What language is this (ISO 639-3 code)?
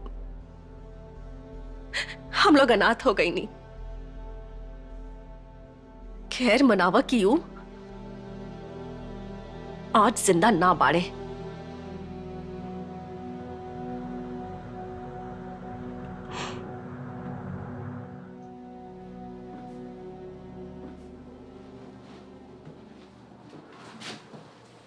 bho